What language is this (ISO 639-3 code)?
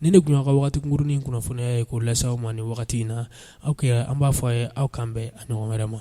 bam